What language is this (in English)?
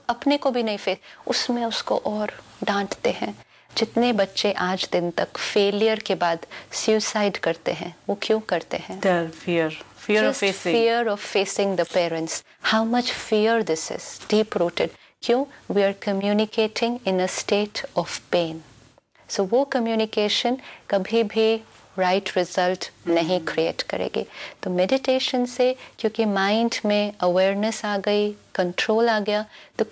Hindi